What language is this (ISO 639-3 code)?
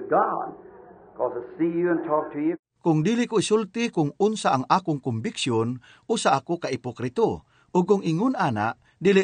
ceb